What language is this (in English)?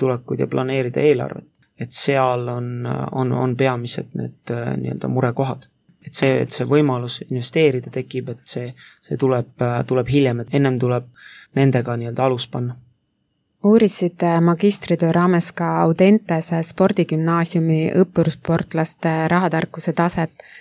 Estonian